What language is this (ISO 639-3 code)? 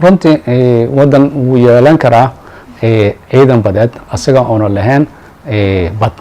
som